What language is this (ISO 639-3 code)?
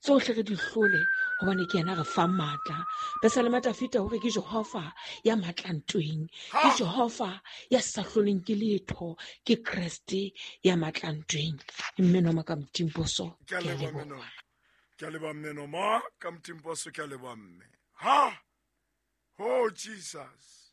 sot